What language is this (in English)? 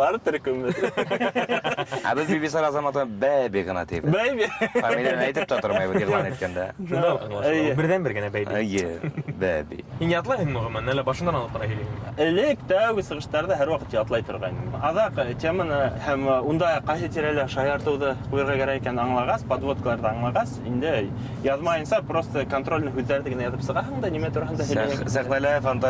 Bashkir